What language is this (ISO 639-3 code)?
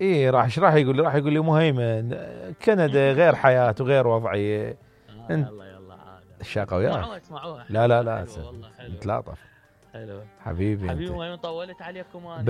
acm